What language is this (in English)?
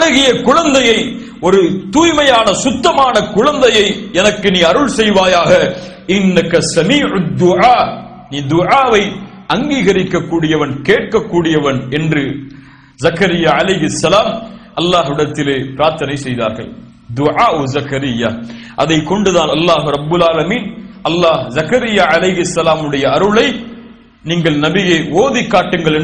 Tamil